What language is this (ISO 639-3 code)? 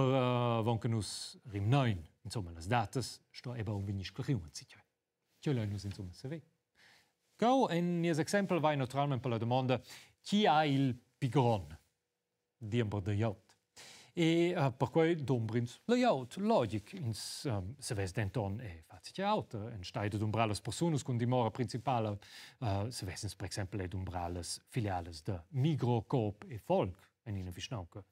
roh